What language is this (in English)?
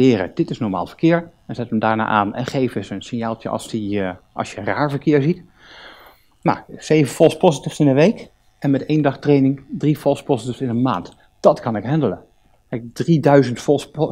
Dutch